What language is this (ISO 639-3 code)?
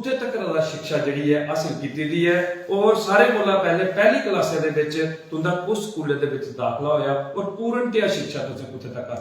doi